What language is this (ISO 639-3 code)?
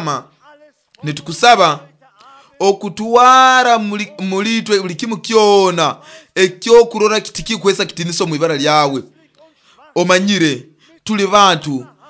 nyo